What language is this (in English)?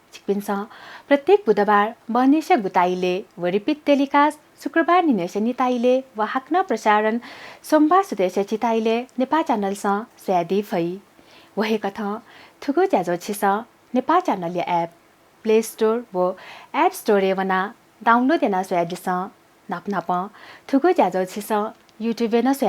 Newari